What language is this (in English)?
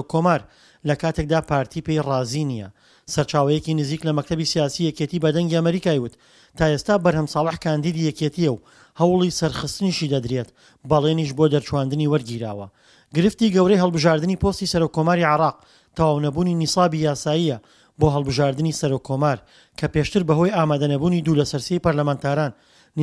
Central Kurdish